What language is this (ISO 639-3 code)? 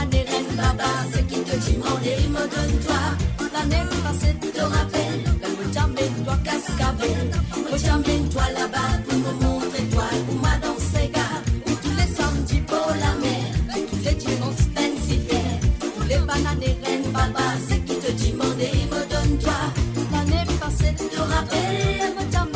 mfe